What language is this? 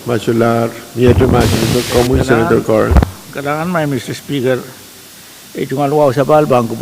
Pohnpeian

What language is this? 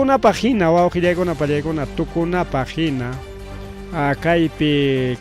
Ayacucho Quechua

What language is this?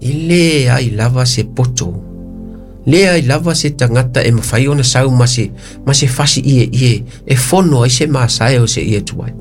Samoan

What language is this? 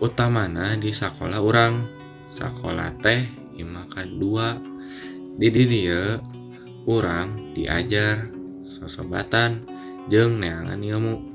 Sundanese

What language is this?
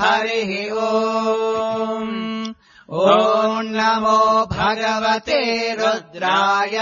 Sanskrit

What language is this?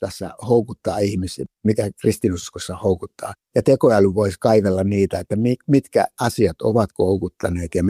Finnish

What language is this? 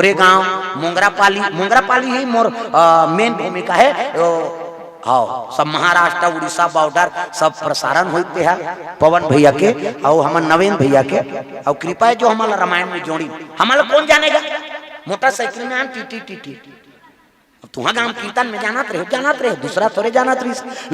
Chhattisgarhi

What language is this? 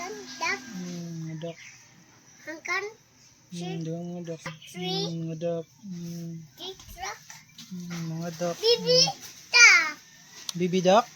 Cebuano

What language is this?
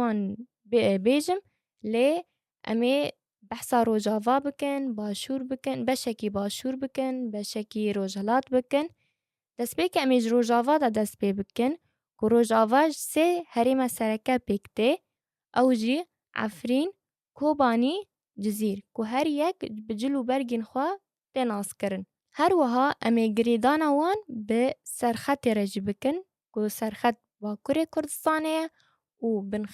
Kurdish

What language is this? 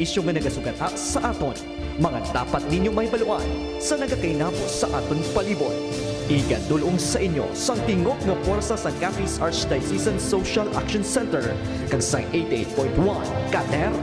Hiligaynon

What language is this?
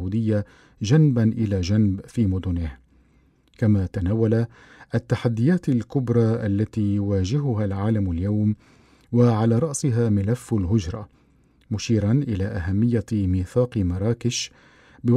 Arabic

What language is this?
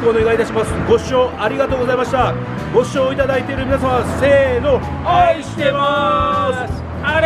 Japanese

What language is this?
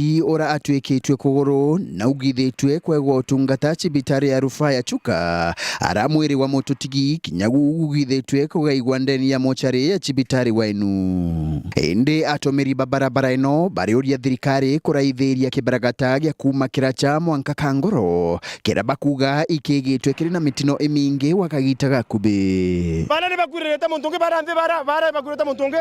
Meru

